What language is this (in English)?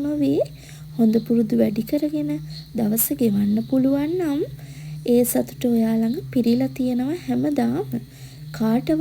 Sinhala